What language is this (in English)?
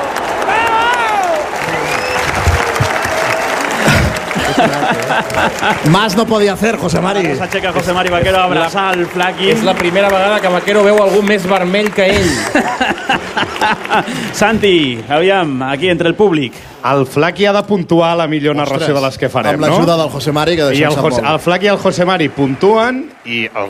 Catalan